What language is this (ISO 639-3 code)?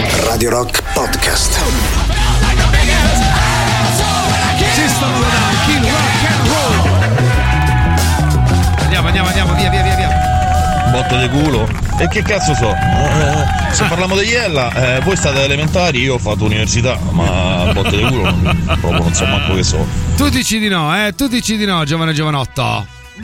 ita